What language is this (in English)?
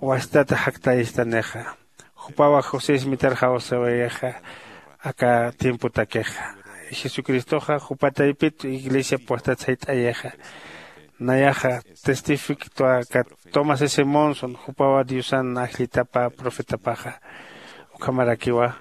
Aymara